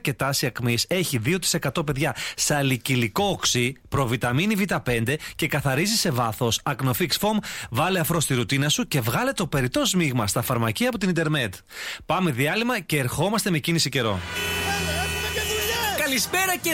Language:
Greek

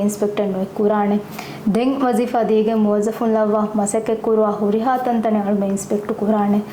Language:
Divehi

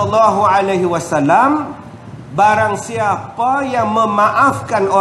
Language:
Malay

